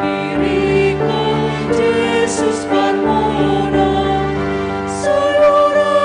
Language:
Batak Simalungun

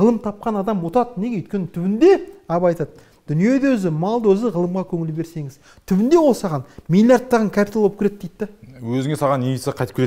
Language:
Kazakh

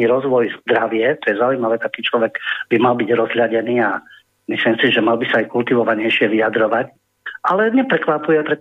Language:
Slovak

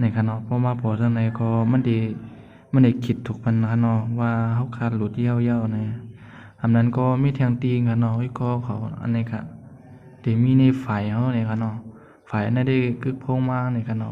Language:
Shan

